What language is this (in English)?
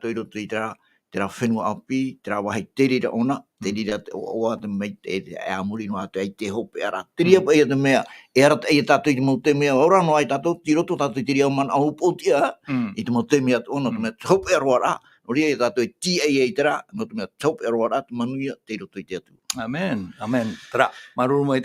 Tahitian